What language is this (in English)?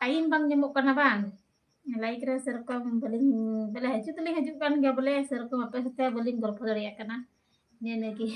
Santali